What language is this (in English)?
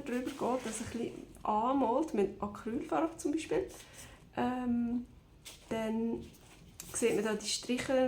Swiss German